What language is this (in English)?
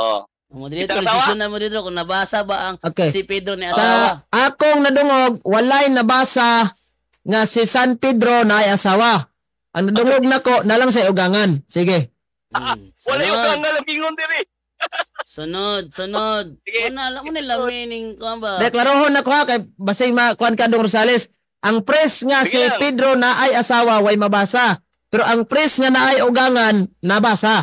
Cebuano